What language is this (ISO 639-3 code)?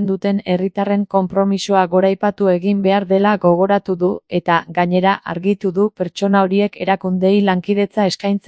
eus